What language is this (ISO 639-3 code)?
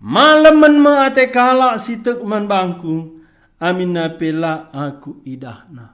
btx